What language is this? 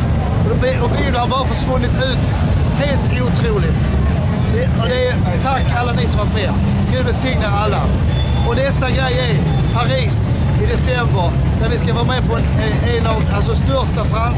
Swedish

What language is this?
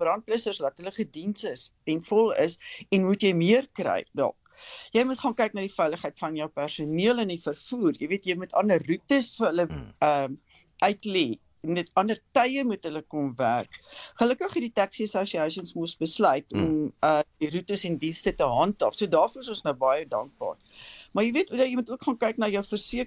Afrikaans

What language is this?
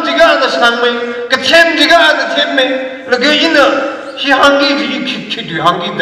Tangkhul Naga (India)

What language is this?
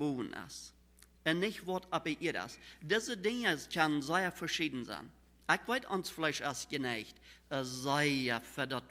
Plautdietsch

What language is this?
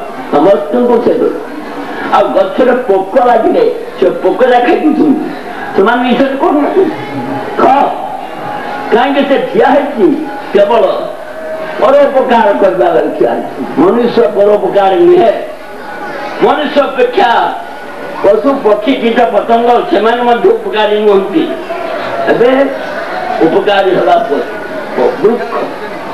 Odia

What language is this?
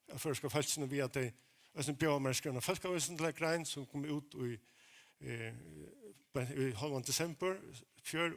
Faroese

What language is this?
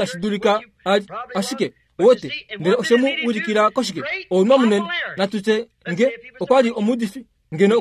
Kuanyama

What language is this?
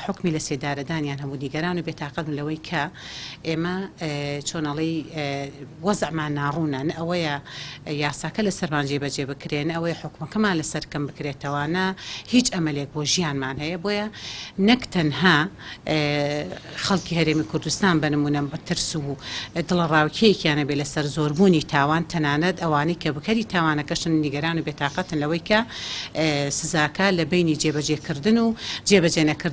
Central Kurdish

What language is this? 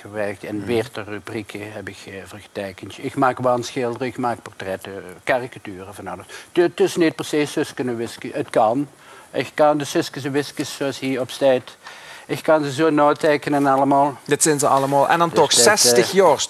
Dutch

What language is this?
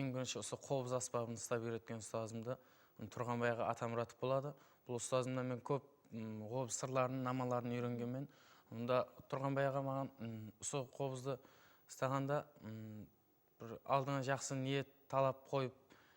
Kara-Kalpak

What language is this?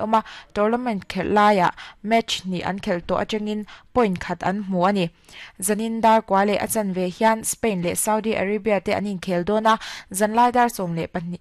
Mizo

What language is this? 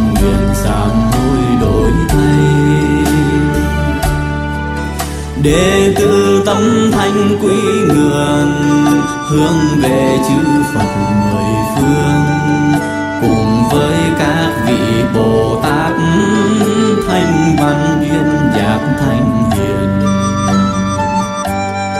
Vietnamese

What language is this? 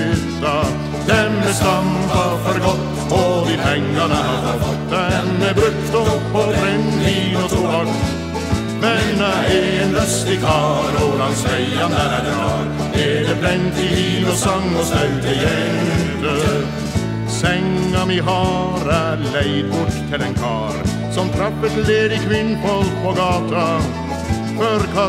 Norwegian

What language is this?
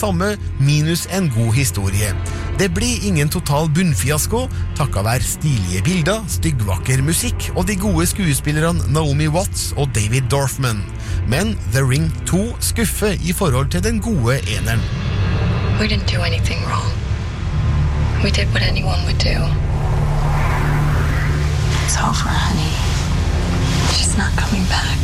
Norwegian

